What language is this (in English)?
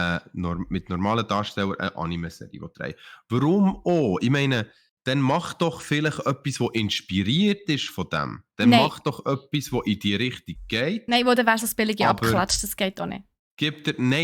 Swiss German